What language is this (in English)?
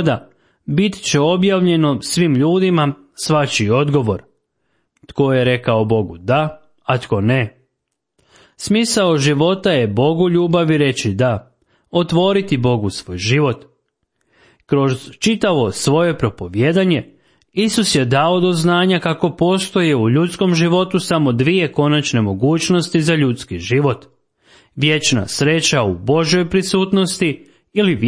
Croatian